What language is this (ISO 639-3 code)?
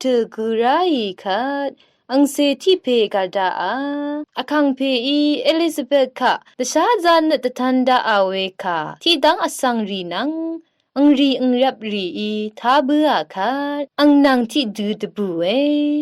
raw